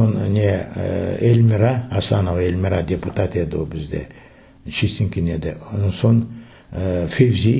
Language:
Crimean Tatar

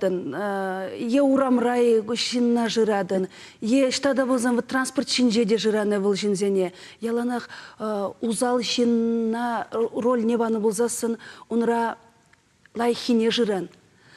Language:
Chuvash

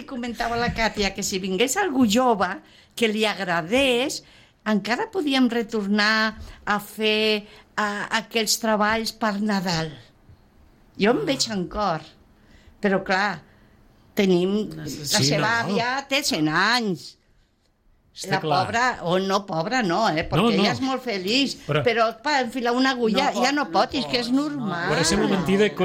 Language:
Catalan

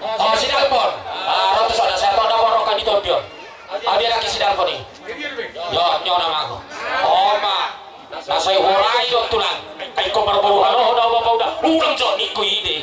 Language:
Batak Toba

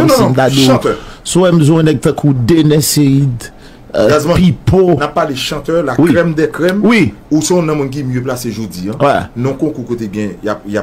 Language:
Haitian Creole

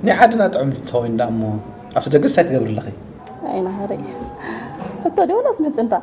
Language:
Tigrinya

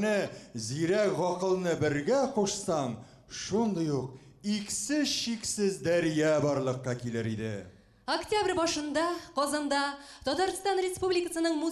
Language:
Bashkir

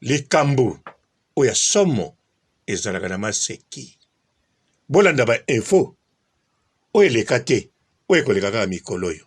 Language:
Lingala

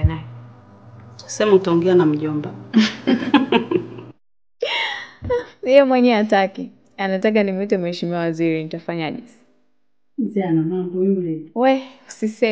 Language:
Swahili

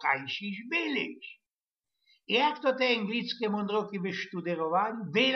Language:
Silesian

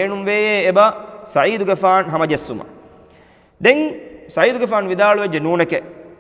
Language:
Divehi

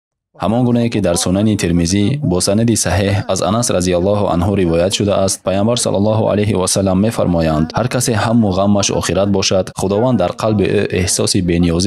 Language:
Tajik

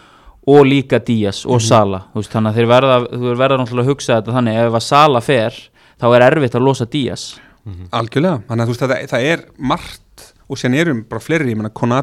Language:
Icelandic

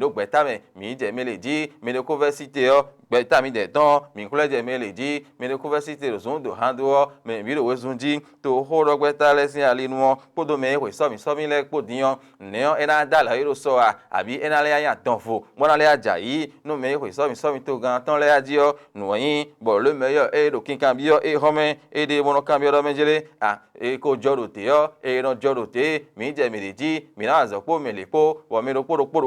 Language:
Fon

